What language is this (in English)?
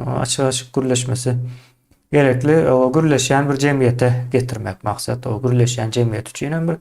Turkmen